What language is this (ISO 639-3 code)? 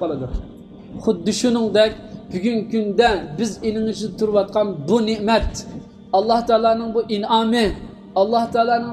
uig